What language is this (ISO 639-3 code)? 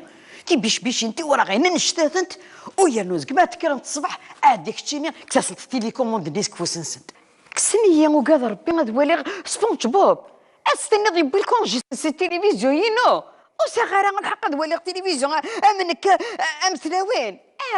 kab